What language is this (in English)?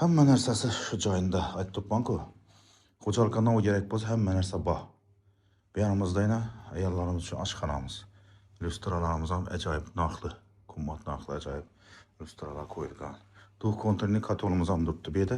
Uzbek